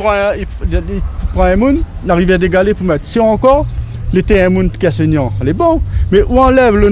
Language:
Réunion Creole French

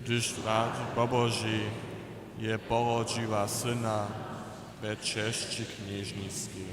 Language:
Upper Sorbian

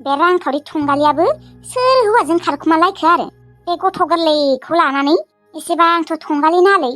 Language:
Bodo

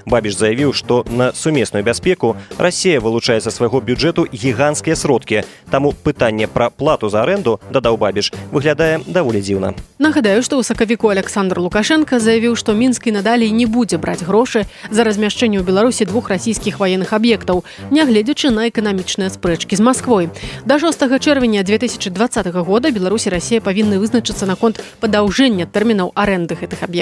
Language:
Belarusian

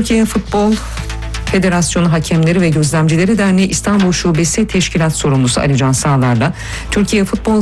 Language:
Turkish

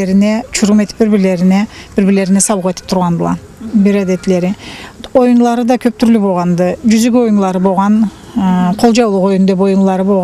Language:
Karachay-Balkar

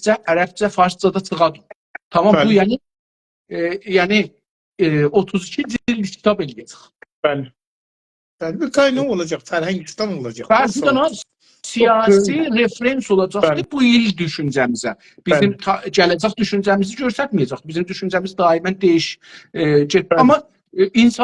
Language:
South Azerbaijani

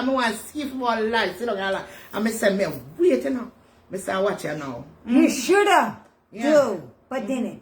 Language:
Jamaican Creole English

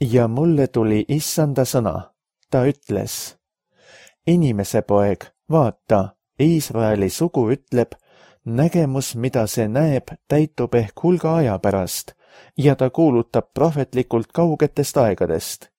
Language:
Estonian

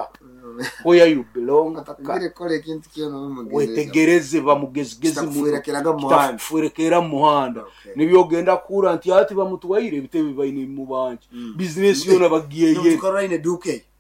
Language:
Nyoro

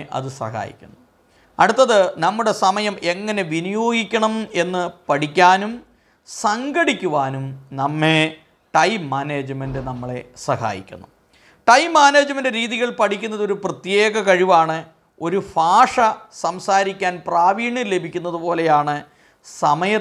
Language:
Malayalam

